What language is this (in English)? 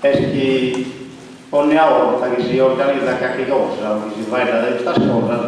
Sardinian